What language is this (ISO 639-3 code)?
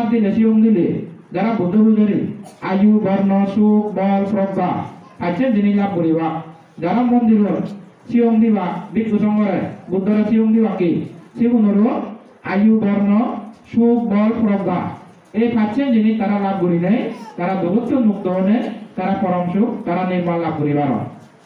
ccp